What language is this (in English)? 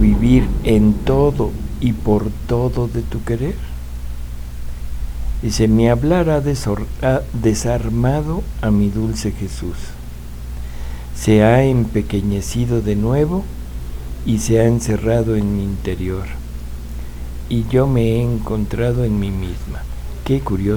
Spanish